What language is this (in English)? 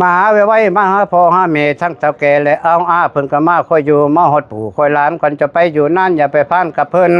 Lao